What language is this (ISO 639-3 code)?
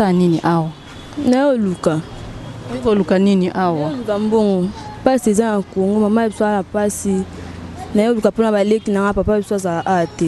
lin